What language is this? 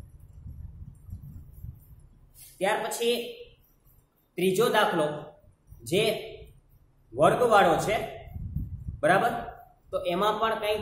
Gujarati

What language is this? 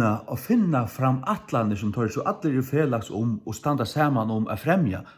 Faroese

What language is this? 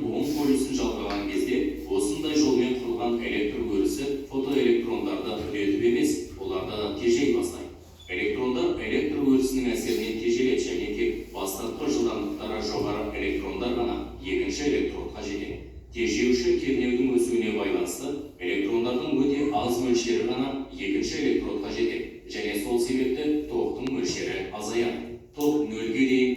Kazakh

